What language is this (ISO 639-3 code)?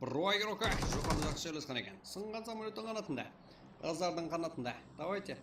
kaa